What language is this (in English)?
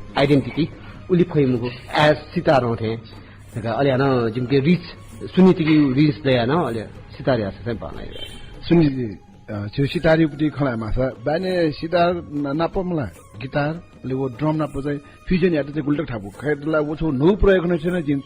Newari